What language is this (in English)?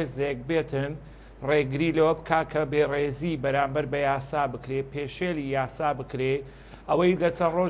Central Kurdish